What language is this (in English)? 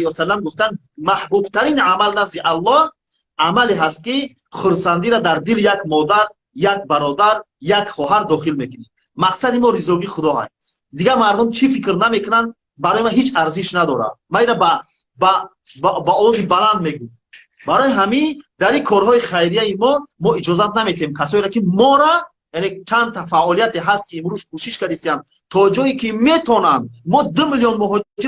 Tajik